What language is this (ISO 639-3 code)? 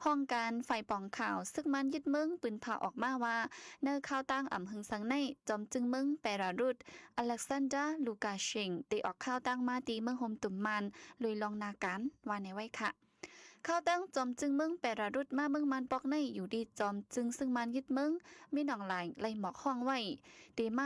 shn